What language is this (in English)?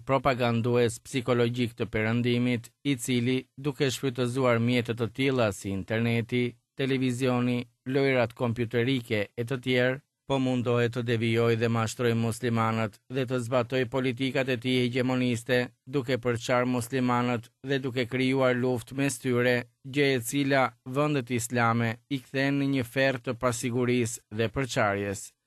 Albanian